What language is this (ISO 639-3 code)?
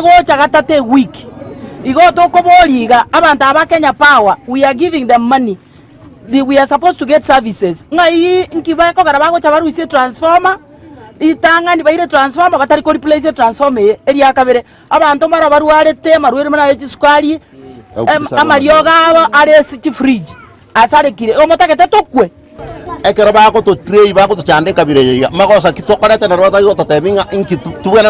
guz